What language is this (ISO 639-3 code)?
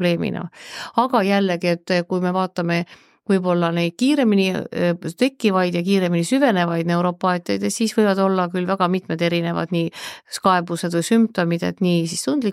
est